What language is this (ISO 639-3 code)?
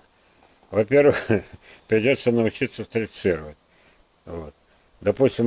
rus